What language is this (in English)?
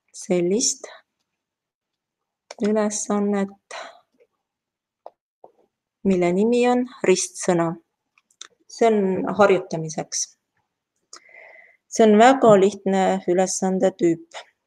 Estonian